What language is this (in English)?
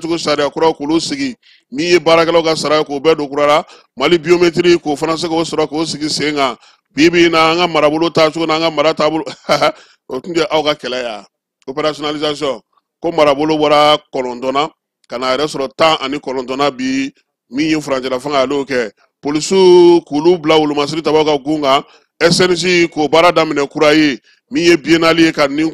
Bambara